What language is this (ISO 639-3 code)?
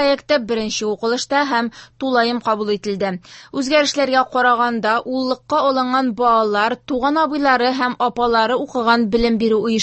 tat